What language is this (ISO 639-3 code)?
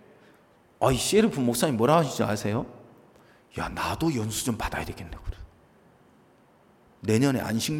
kor